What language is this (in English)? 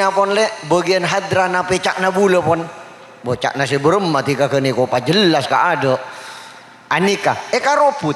Madurese